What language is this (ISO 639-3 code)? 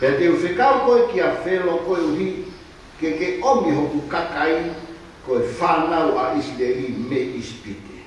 ton